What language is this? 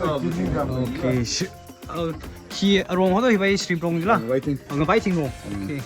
Tangkhul Naga (India)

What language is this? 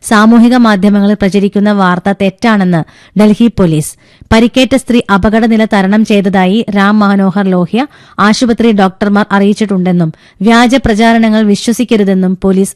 Malayalam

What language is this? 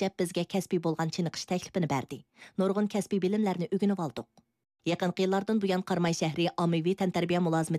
Uyghur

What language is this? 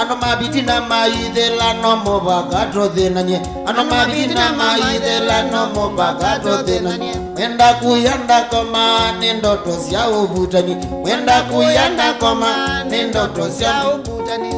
Kamba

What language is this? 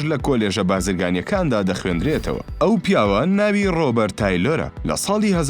Central Kurdish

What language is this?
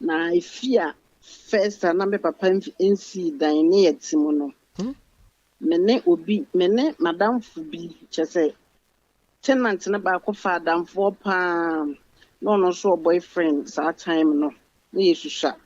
Akan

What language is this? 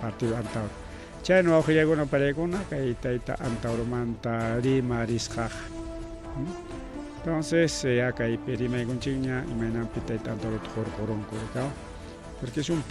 Ayacucho Quechua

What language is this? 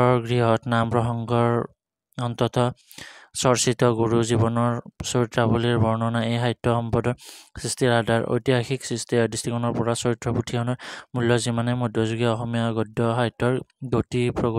Assamese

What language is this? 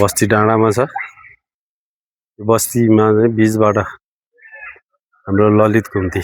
Nepali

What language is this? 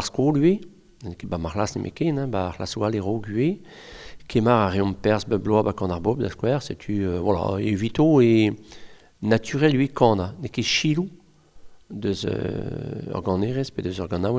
Breton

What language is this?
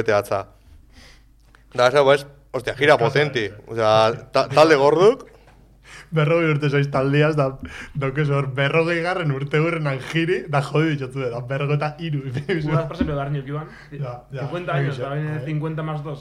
Basque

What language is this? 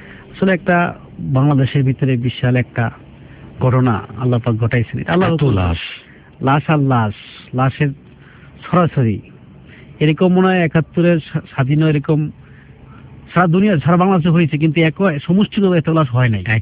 Bangla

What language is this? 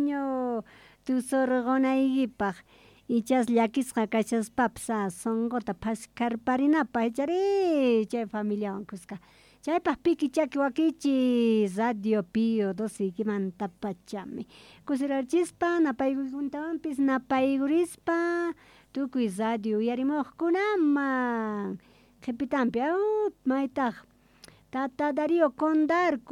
Quechua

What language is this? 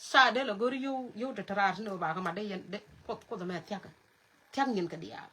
Nuer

